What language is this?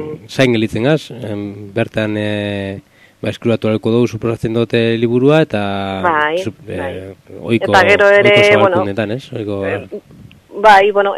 Basque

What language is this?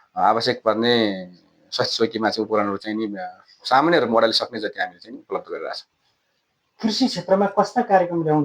Nepali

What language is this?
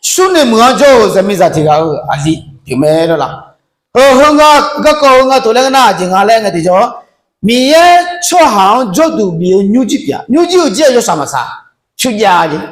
Akha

